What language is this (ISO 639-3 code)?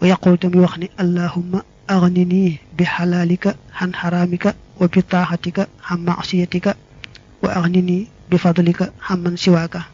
wol